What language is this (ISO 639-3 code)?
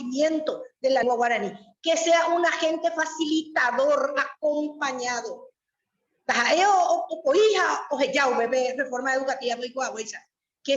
grn